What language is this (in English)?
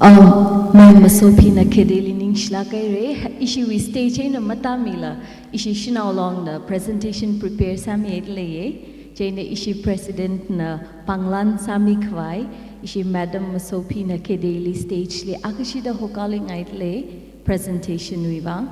Tangkhul Naga (India)